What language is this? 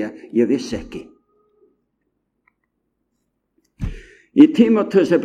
Icelandic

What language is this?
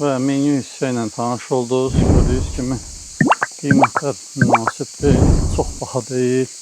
Azerbaijani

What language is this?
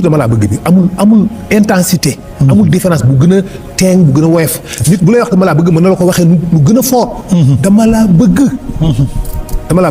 Wolof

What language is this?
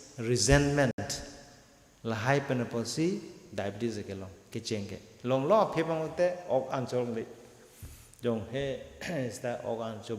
Karbi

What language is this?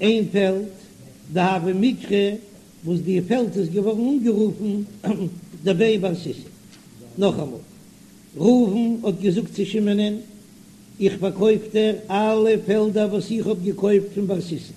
Yiddish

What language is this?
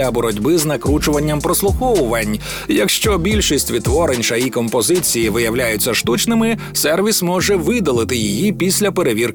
Ukrainian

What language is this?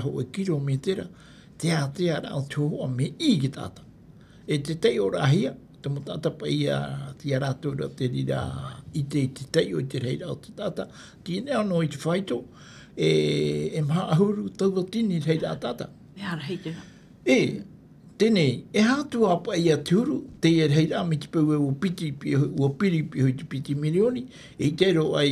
Tahitian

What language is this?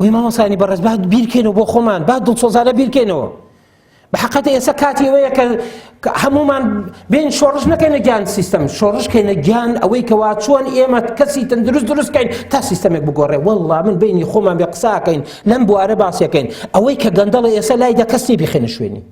Central Kurdish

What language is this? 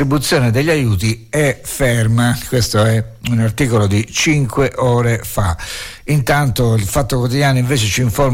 Italian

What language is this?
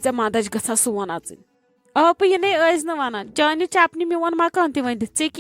Kashmiri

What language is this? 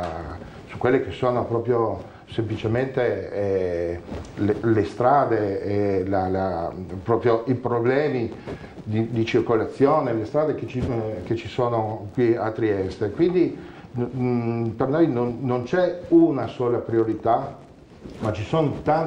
Italian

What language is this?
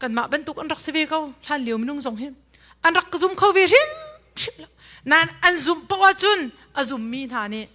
Hakha Chin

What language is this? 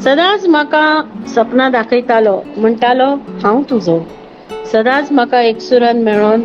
Konkani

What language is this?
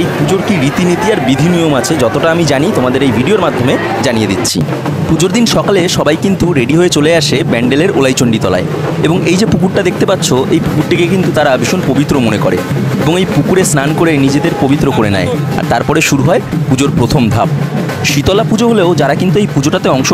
Bangla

